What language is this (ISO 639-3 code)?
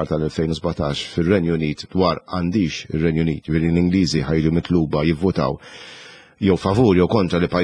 mlt